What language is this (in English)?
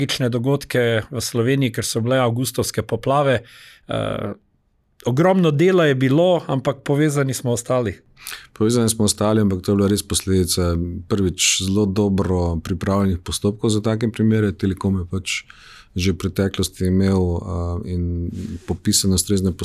Slovenian